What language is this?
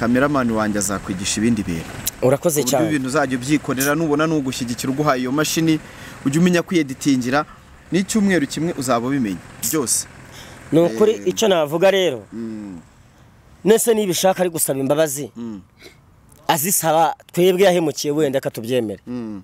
Kinyarwanda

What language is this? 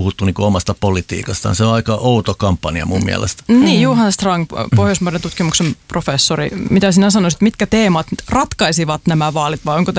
Finnish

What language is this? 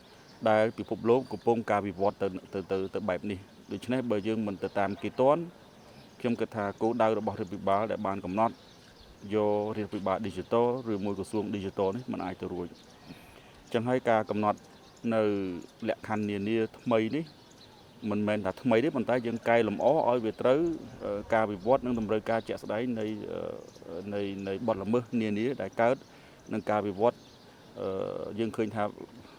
Khmer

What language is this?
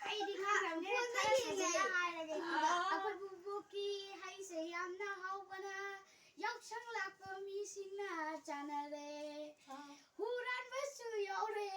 Manipuri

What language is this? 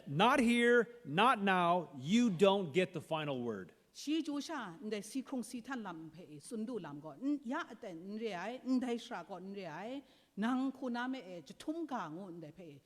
Kachin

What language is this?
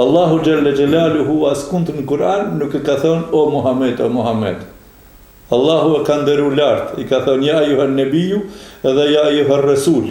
Albanian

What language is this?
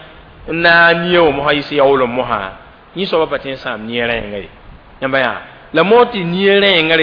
Mossi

